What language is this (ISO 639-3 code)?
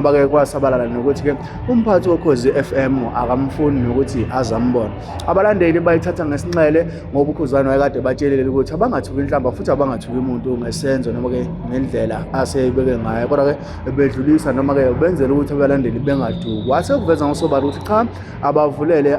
zul